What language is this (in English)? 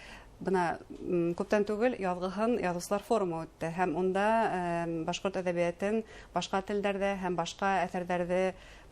Bashkir